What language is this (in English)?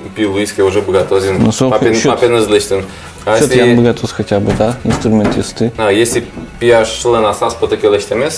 Udmurt